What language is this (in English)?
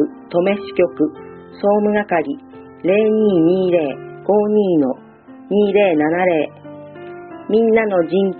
Japanese